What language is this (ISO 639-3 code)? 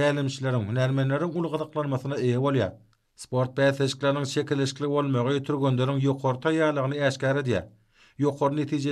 tuk